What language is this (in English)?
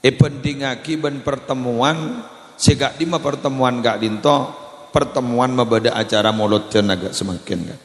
Madurese